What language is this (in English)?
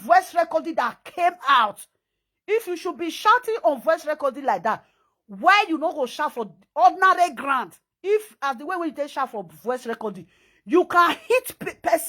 Nigerian Pidgin